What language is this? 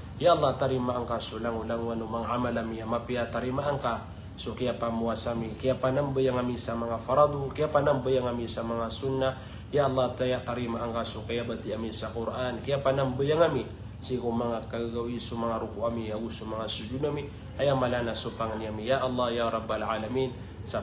Maranao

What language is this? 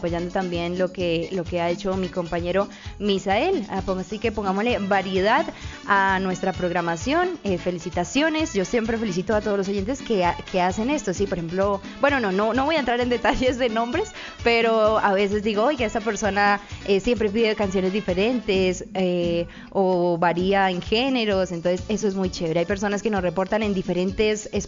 Spanish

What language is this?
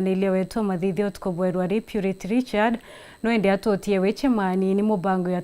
Meru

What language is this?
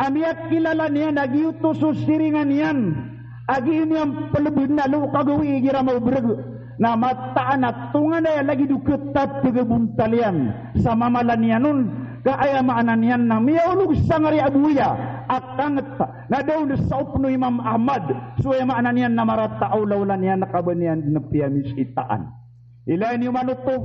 Maranao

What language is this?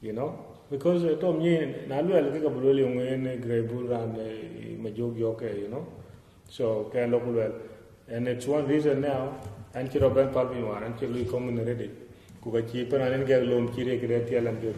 Dinka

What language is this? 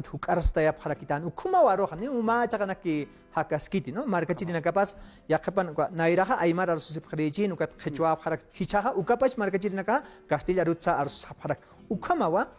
Aymara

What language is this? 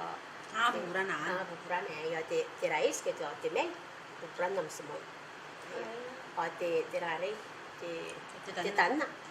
Gilbertese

